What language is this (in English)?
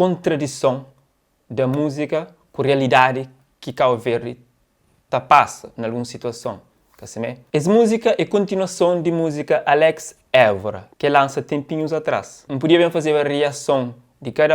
Kabuverdianu